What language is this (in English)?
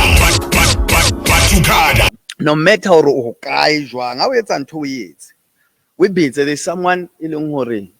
Southern Sotho